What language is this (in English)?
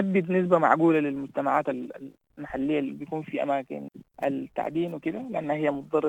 Sudanese Arabic